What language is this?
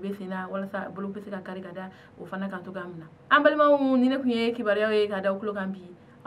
Bambara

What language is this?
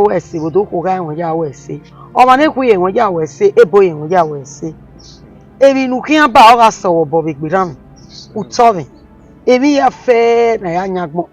Bini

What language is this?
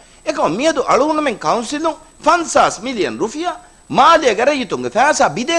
Divehi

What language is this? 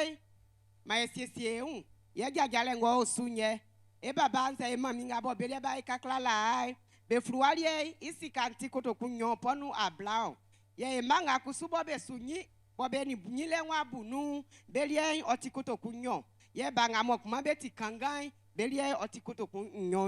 Baoulé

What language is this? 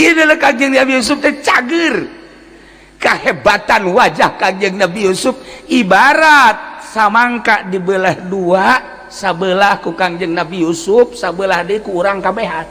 Sundanese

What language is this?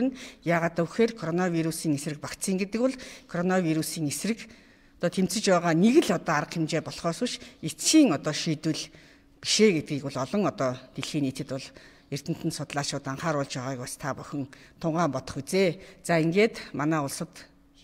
Mongolian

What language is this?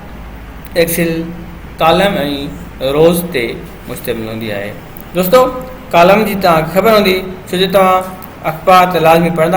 Sindhi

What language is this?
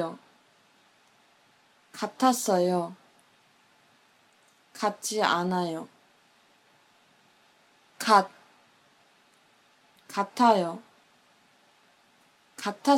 Korean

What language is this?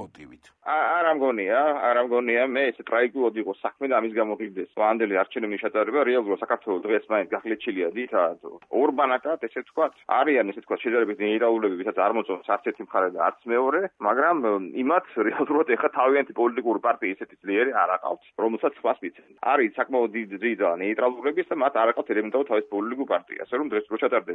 Georgian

